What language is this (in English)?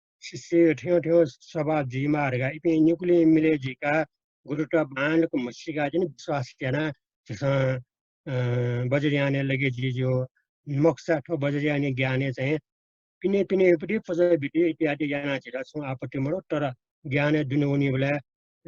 Newari